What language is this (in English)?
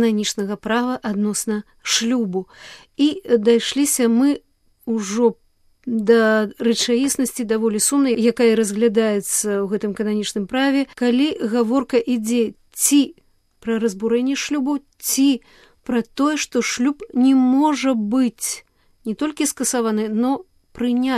Belarusian